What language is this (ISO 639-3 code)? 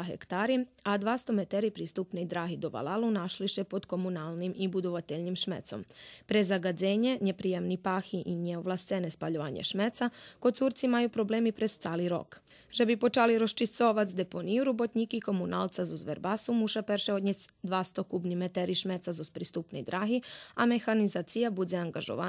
rue